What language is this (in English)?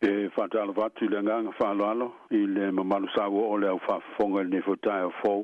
Samoan